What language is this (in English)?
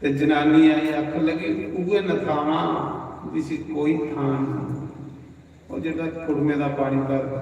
Dogri